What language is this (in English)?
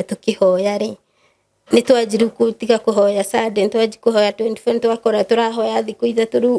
Kikuyu